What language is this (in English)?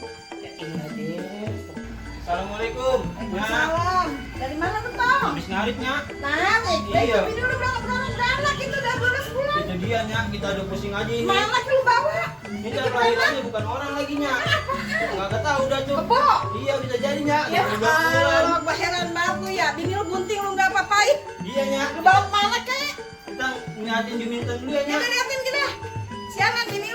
Betawi